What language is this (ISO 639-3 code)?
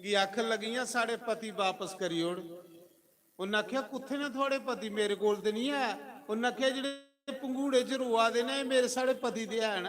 doi